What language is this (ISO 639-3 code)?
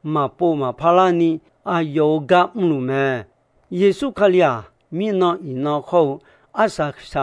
ahk